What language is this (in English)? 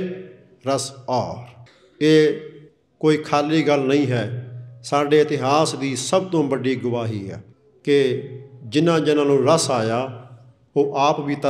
Punjabi